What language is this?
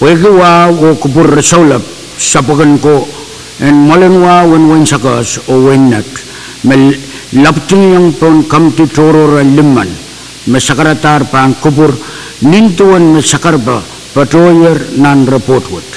Pohnpeian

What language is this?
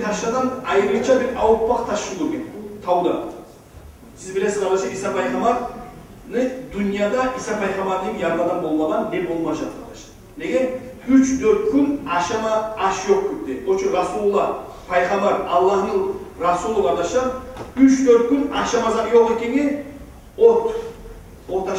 Kumyk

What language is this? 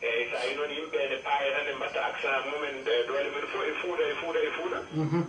Fula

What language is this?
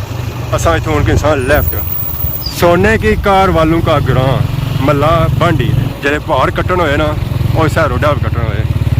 Pahari-Potwari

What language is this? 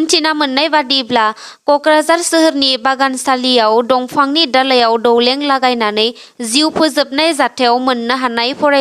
Bodo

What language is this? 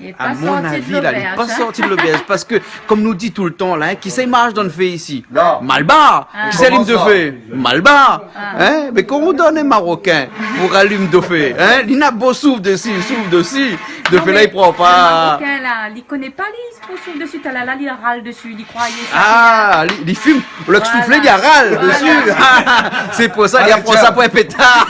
Réunion Creole French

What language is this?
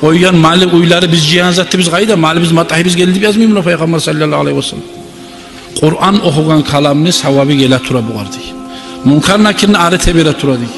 Kumyk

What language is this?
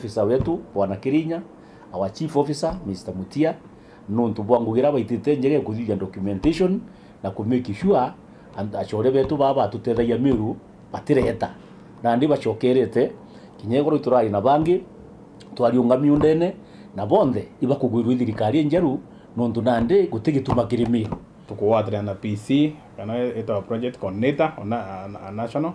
Meru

